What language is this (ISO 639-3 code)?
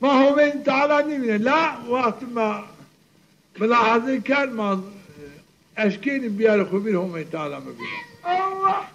zza